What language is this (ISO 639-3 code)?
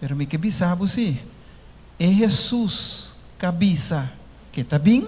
pap